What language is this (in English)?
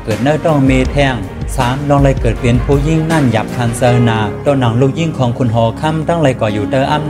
Shan